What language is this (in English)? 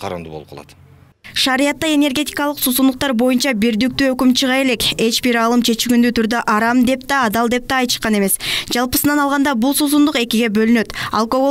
Kyrgyz